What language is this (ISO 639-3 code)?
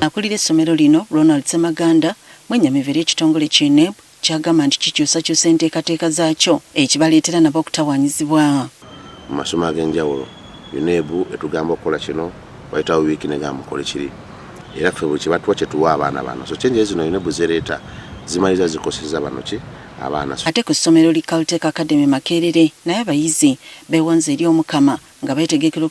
lug